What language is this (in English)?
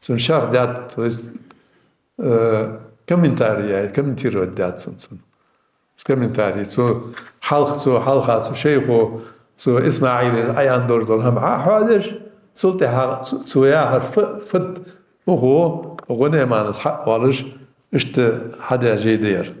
Ingush